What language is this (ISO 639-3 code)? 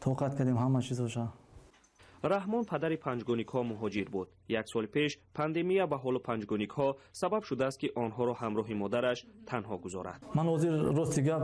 tgk